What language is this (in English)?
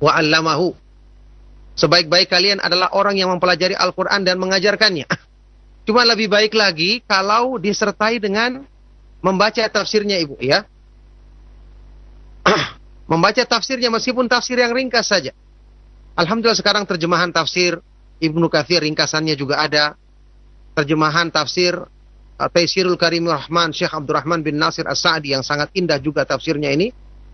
Indonesian